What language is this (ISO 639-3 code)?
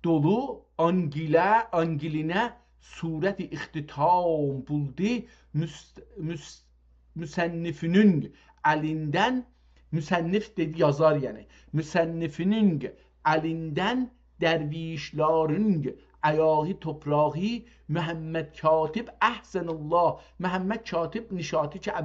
azb